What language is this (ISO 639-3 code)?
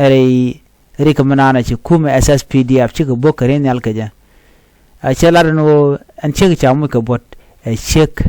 nus